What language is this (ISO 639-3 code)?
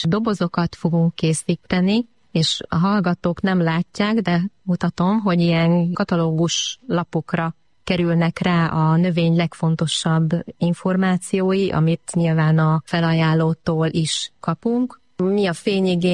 hun